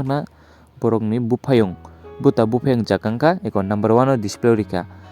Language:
Kok Borok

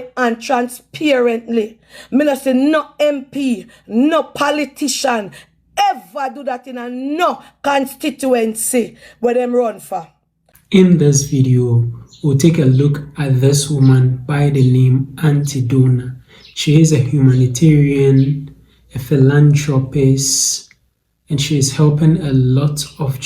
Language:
Jamaican Creole English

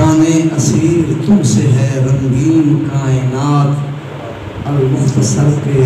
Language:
Saraiki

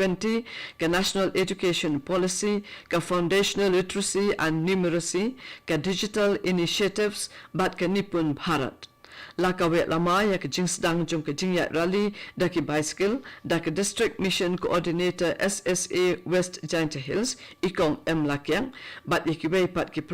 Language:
Khasi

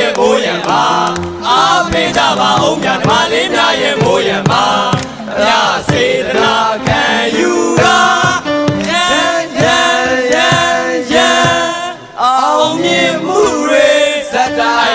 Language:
Burmese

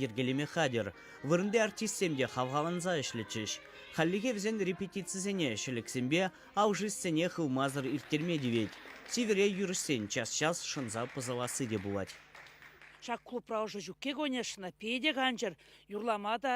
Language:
Chuvash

